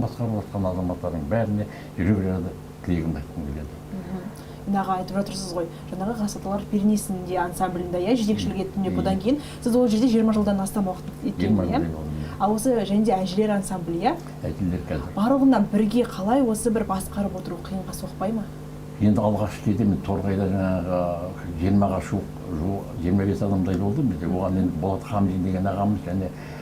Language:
Kazakh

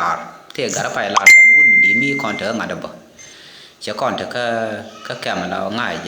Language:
Nuer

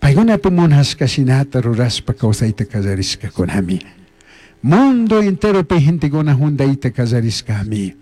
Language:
Chimborazo Highland Quichua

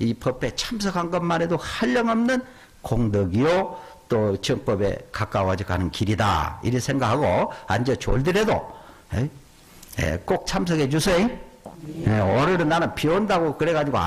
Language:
Korean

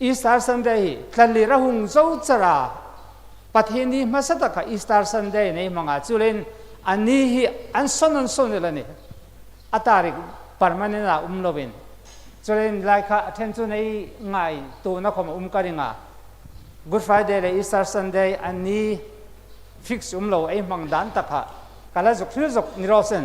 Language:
Hmar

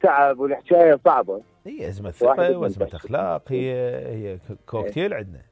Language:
Mesopotamian Arabic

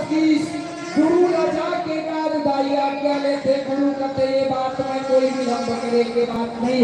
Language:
Chhattisgarhi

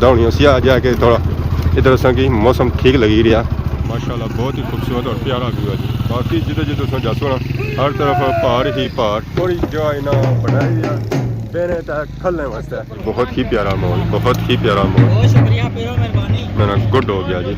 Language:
Pahari-Potwari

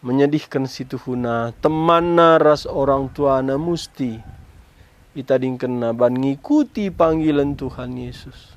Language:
Batak Karo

